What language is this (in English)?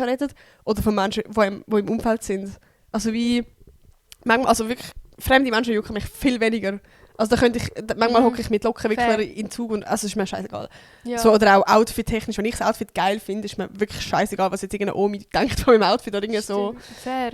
Swiss German